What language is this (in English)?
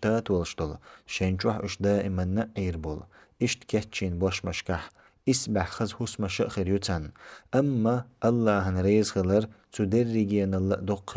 Chechen